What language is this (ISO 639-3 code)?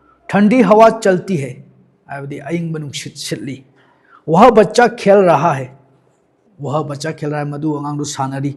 mni